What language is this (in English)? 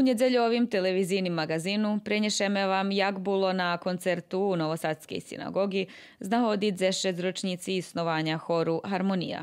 Rusyn